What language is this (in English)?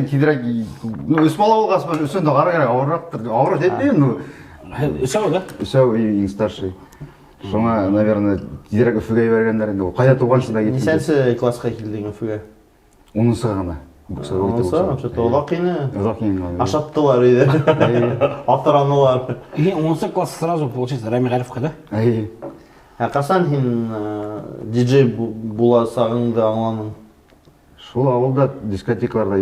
Bashkir